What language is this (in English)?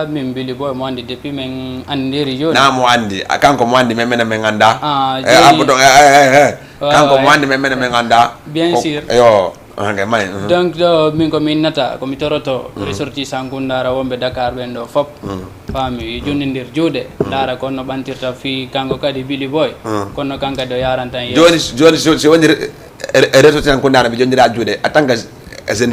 Fula